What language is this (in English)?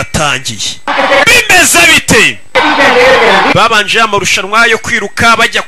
Kinyarwanda